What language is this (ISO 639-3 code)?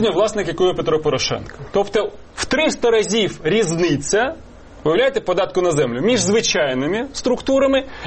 ukr